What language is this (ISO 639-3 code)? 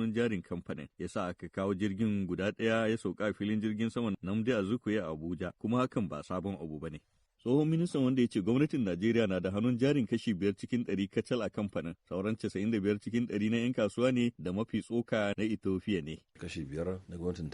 hau